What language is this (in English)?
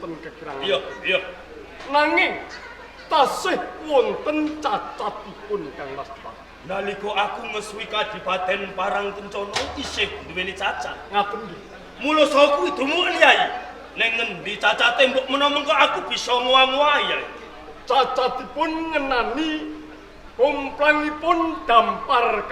Javanese